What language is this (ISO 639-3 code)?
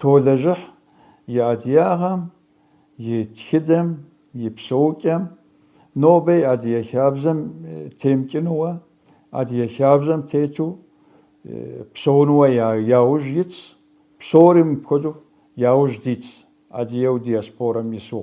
kbd